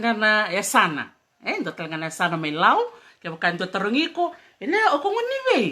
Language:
Fijian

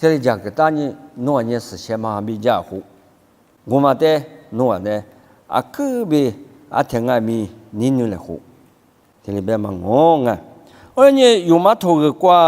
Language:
Lisu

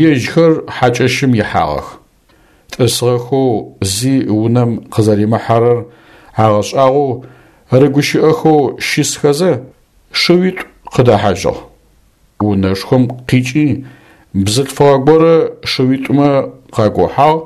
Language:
Adyghe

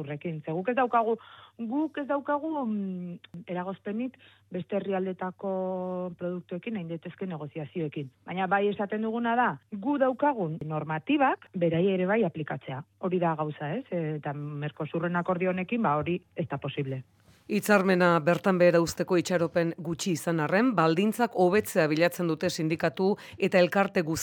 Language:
Basque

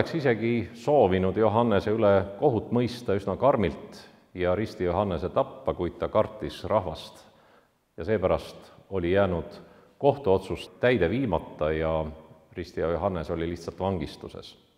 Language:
Estonian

